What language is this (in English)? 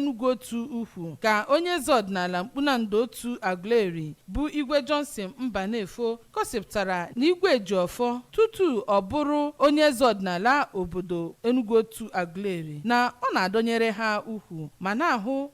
Igbo